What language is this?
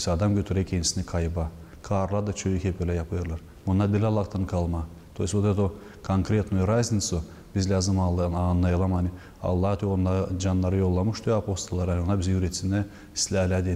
Gagauz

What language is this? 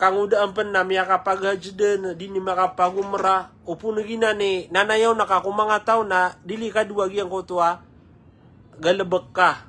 Maranao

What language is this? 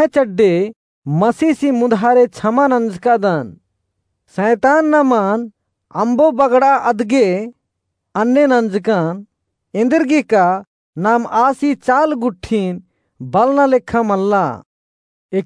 Kurukh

